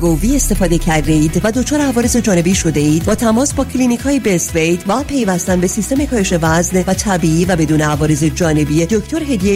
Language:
Persian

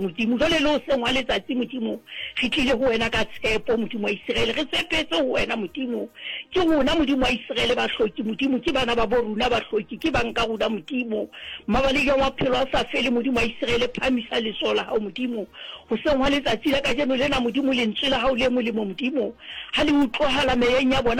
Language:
Southern Sotho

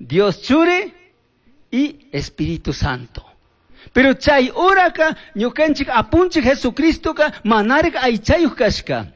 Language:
Chimborazo Highland Quichua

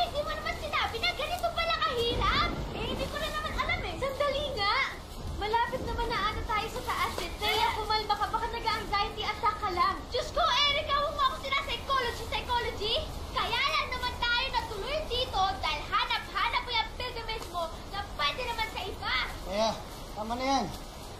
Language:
Filipino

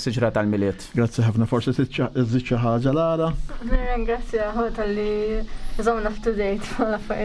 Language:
Maltese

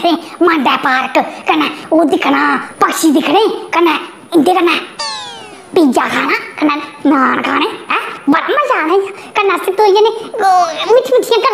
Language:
Dogri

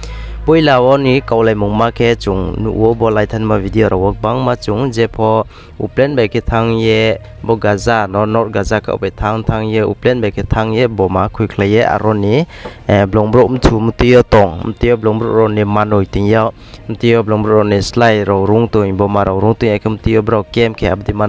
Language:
Riang (India)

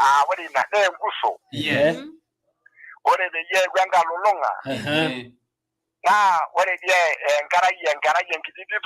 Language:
Masai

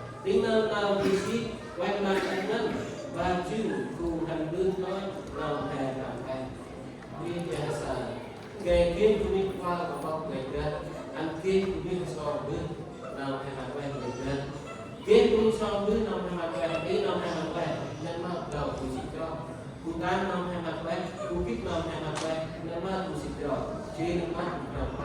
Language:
Central Mnong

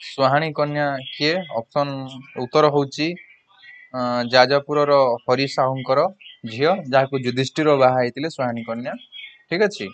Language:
Odia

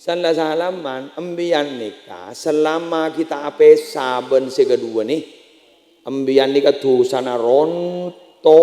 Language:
Madurese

